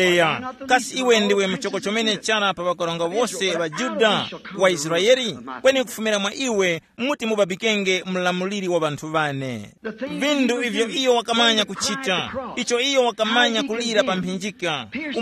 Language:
Tumbuka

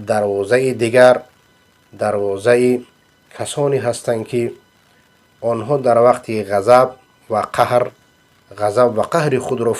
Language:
Persian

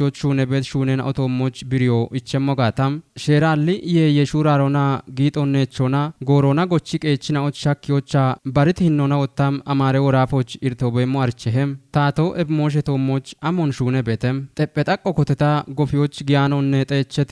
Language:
Kafa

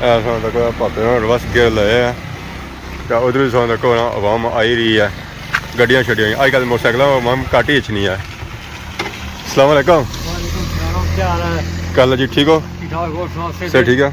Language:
Pahari-Potwari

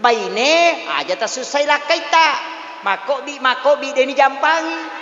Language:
Buginese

